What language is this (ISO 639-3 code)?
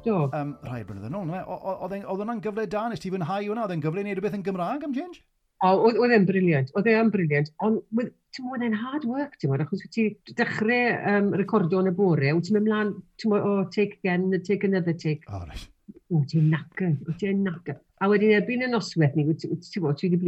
cym